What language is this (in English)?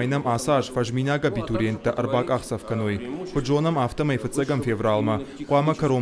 Ossetic